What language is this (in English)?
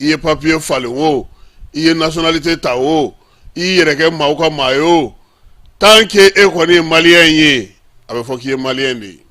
Bambara